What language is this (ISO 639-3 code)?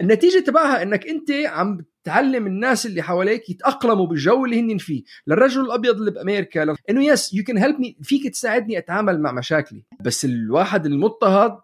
apc